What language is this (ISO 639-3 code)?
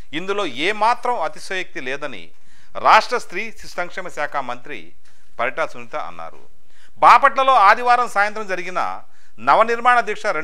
tel